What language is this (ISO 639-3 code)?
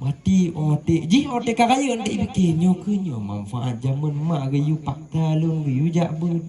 ace